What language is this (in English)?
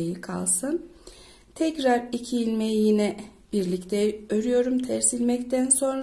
Turkish